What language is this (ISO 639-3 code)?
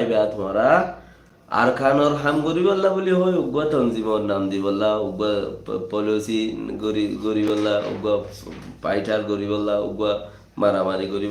rhg